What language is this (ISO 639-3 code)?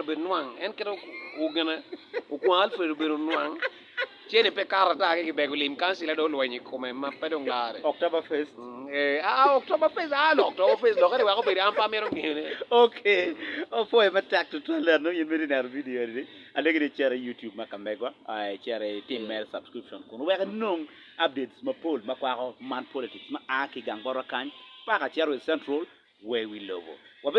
ach